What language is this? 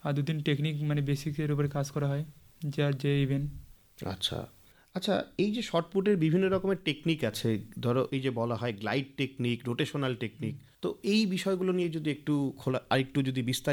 Bangla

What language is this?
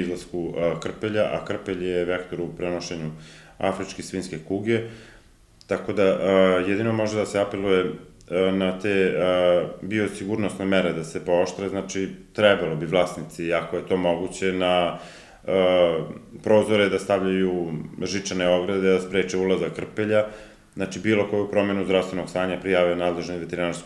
Serbian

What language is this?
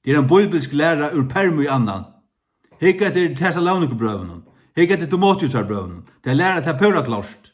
Faroese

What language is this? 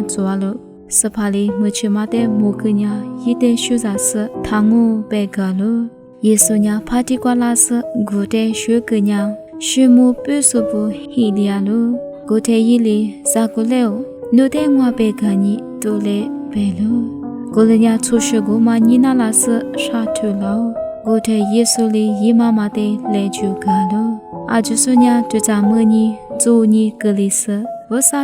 Lisu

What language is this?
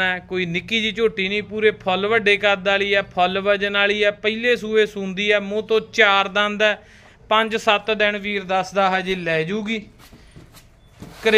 Punjabi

